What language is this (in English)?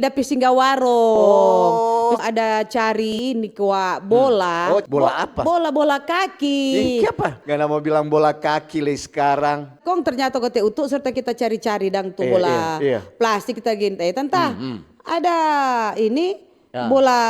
Manado Malay